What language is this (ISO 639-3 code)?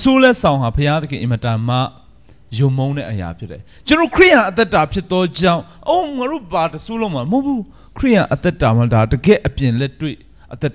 mya